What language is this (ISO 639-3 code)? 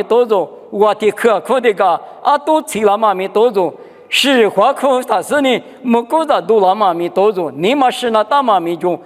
lis